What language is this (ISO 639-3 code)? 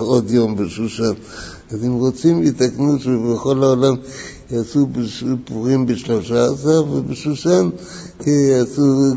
heb